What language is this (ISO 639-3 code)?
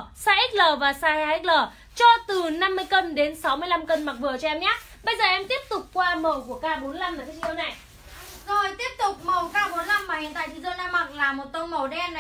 vie